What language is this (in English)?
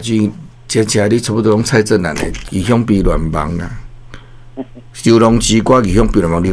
Min Nan Chinese